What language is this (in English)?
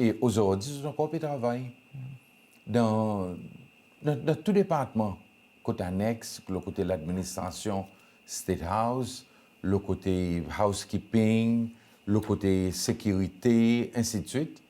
Seselwa Creole French